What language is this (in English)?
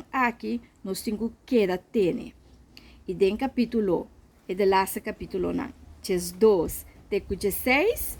Papiamento